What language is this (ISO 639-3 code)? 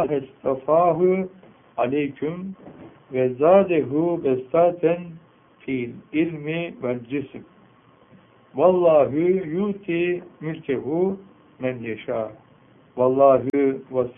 tur